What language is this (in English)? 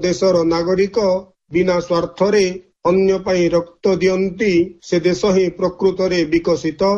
Odia